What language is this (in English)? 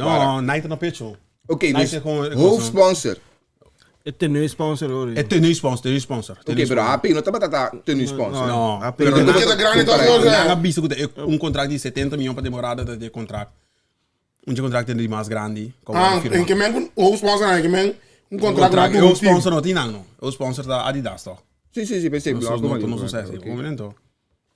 Papiamento